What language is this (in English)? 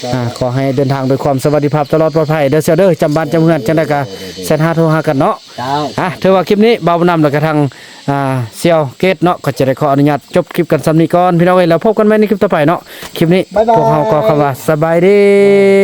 Northeastern Thai